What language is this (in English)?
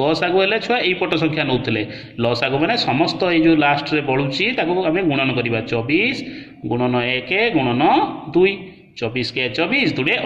Odia